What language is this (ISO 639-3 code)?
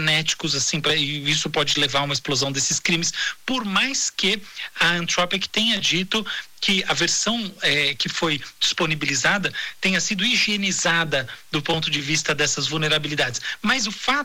por